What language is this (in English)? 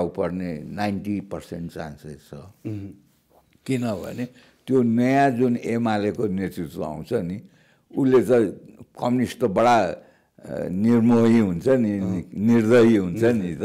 Nepali